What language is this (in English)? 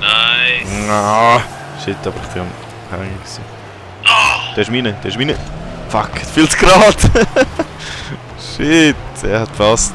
Swiss German